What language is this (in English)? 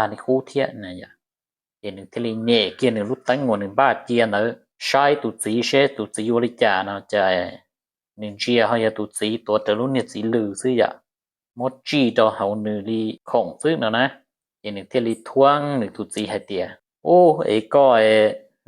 Hmong